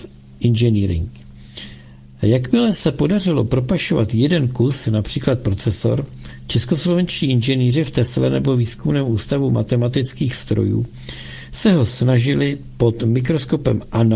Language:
Czech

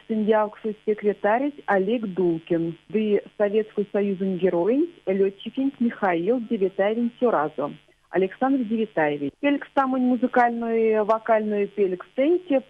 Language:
Erzya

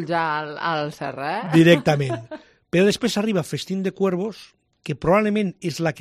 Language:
Catalan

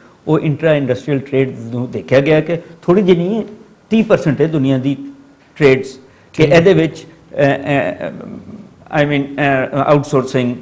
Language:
Punjabi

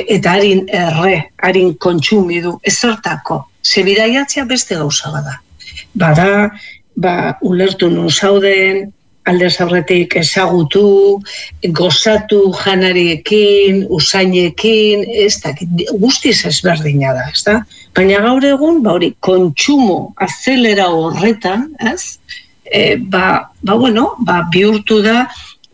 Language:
Basque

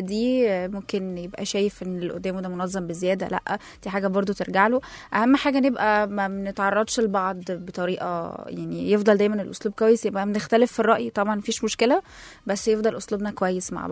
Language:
Egyptian Arabic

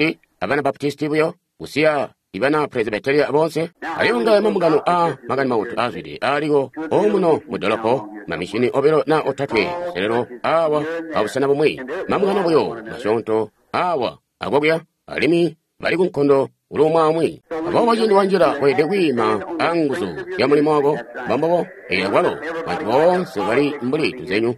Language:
Tonga (Zambia)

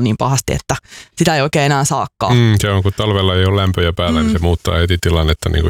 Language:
Finnish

